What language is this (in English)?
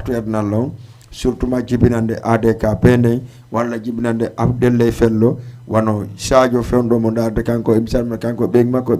Fula